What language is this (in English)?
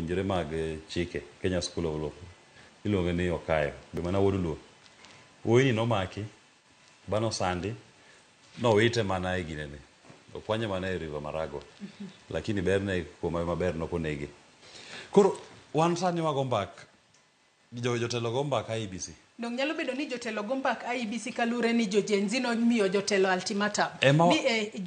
Luo (Kenya and Tanzania)